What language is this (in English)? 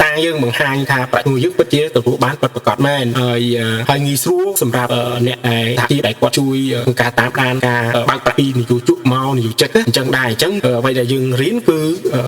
Khmer